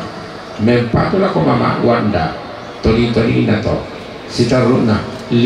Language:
Toraja-Sa'dan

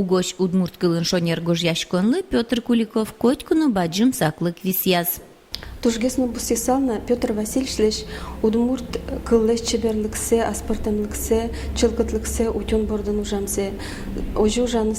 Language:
Udmurt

